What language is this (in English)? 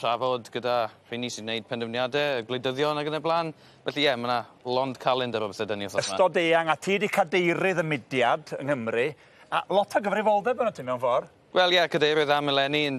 Welsh